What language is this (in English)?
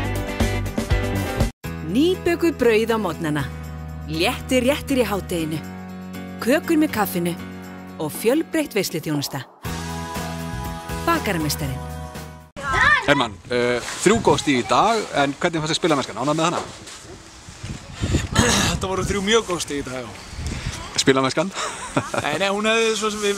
Icelandic